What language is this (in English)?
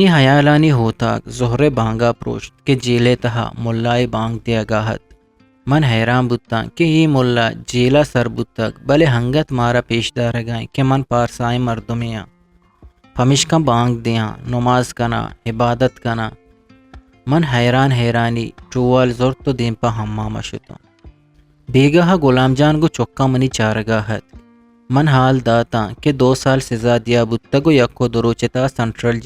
Eastern Balochi